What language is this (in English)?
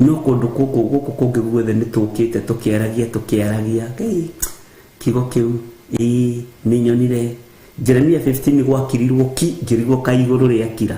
Kikuyu